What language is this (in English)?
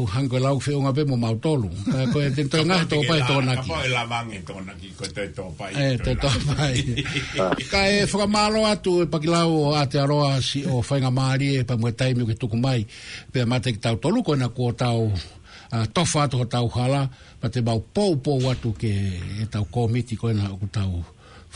Tongan